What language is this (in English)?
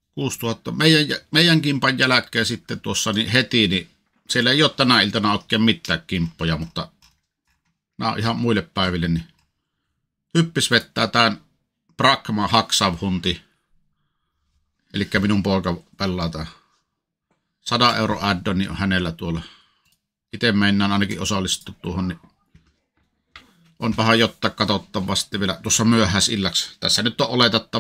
Finnish